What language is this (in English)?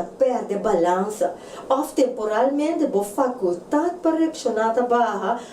Papiamento